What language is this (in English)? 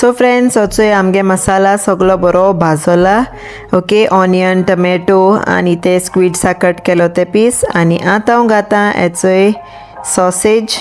Konkani